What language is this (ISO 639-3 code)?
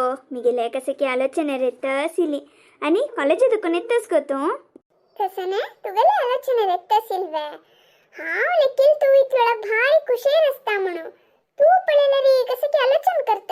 kok